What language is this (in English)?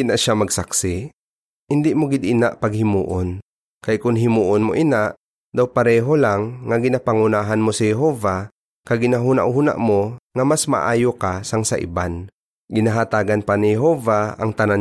Hiligaynon